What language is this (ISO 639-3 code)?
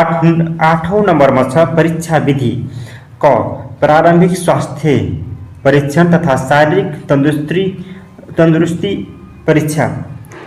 nep